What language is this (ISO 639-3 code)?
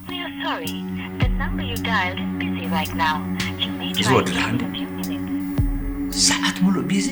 tir